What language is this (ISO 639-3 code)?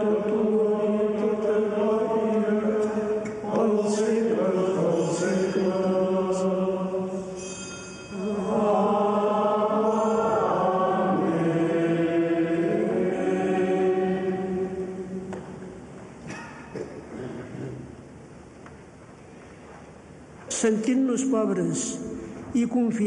cat